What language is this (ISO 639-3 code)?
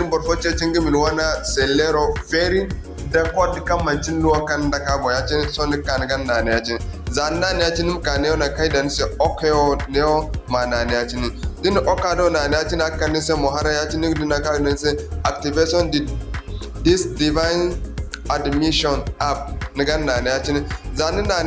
dje